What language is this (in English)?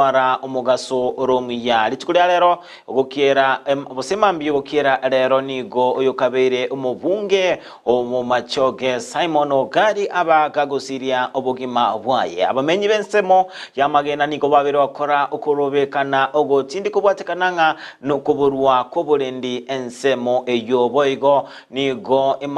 Gusii